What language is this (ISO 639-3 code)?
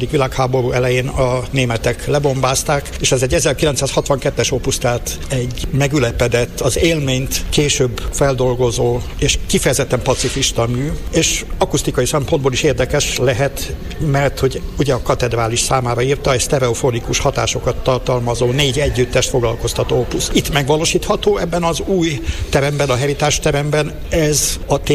hun